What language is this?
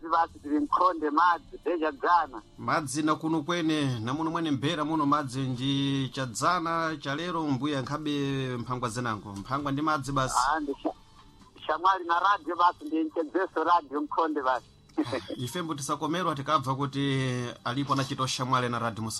Sena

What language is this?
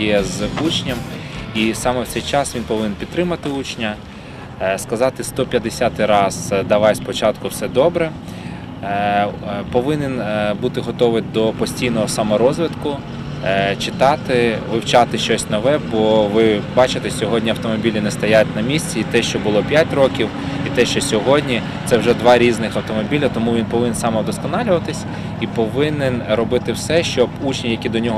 Ukrainian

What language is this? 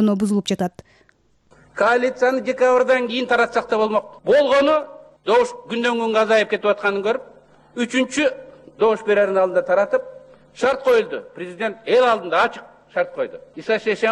Kyrgyz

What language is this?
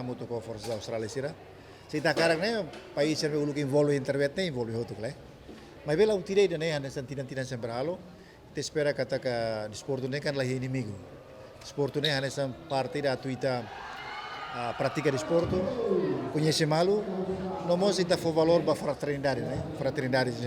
Tetum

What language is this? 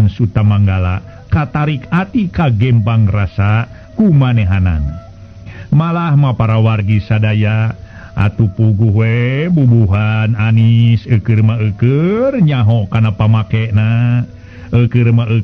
Sundanese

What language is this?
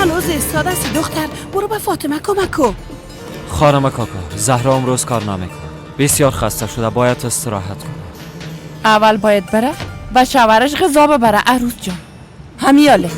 Persian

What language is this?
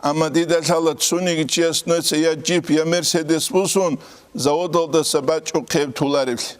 Avaric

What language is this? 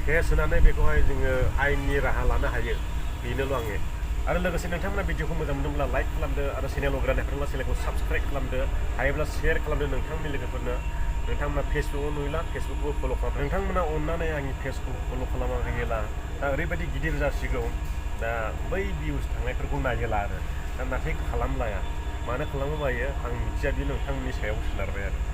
Bodo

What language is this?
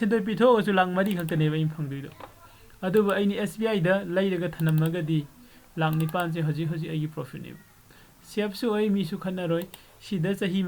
Manipuri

